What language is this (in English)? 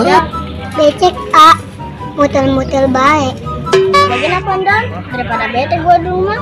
Betawi